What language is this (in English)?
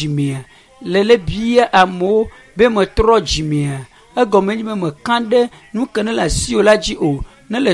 Ewe